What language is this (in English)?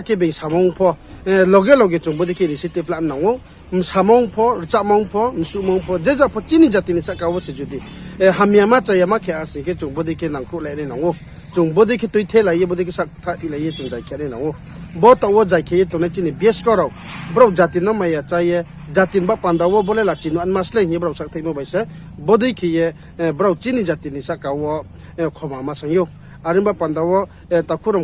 Riang (India)